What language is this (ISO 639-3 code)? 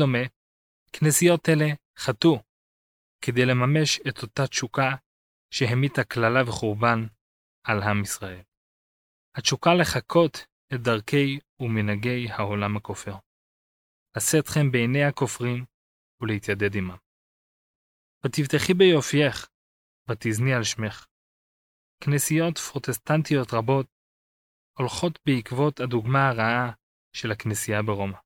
heb